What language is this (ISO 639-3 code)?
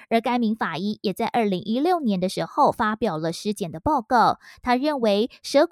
zho